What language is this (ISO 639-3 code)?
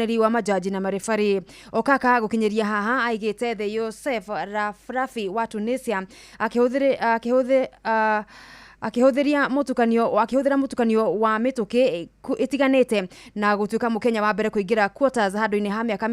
kik